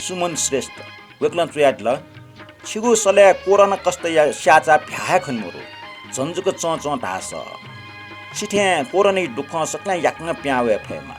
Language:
Newari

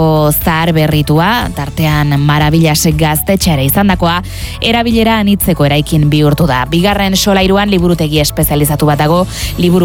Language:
Basque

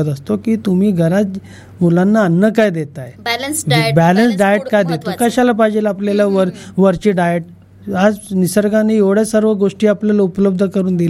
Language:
Marathi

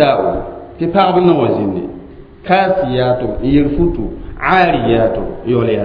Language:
Mossi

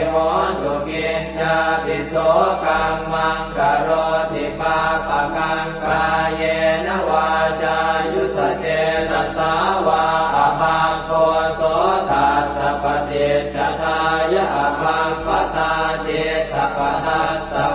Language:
Pali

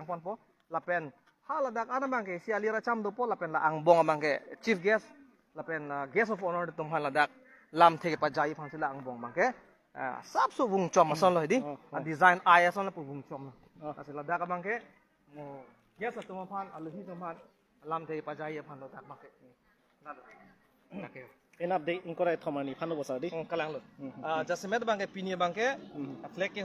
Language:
Karbi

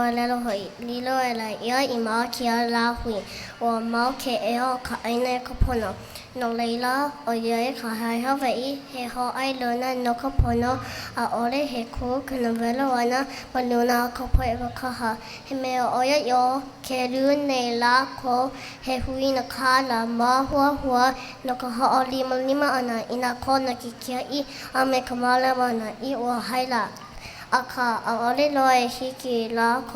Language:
Hawaiian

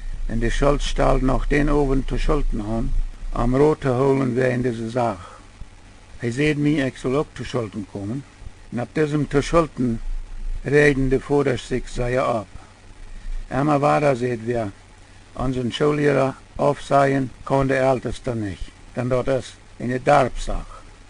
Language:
Plautdietsch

